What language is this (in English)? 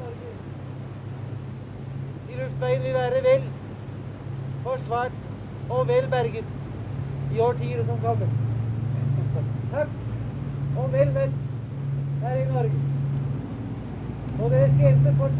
Norwegian